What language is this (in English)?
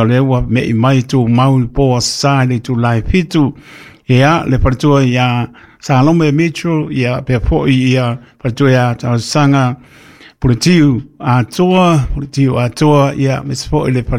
Samoan